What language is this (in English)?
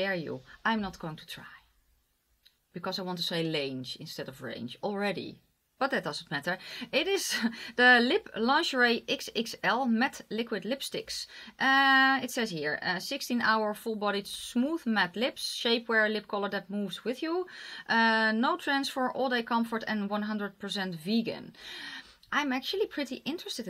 English